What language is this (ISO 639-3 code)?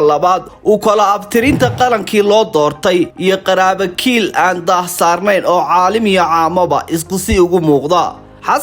som